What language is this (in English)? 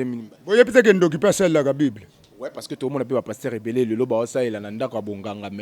Lingala